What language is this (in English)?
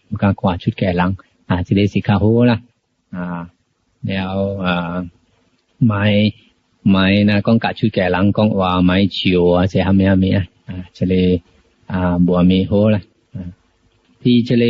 Min Nan Chinese